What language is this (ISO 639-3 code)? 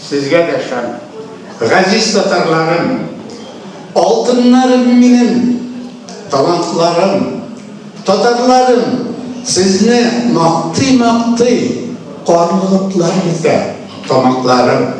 tat